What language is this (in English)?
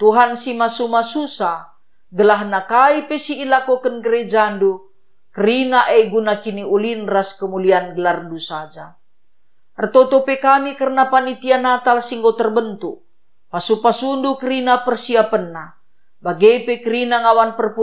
Batak Karo